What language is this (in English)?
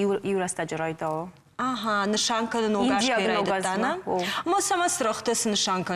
Ossetic